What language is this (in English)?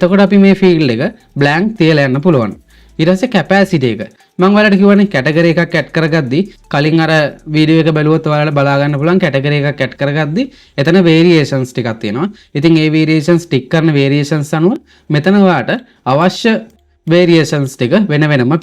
Sinhala